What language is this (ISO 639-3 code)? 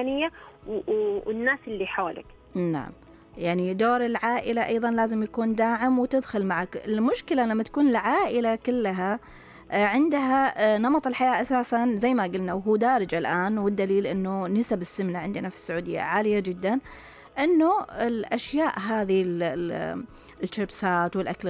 ars